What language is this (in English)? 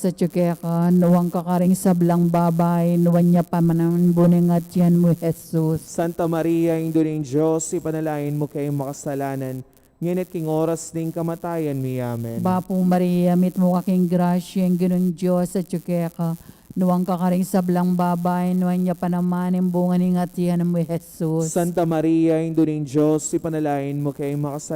Pampanga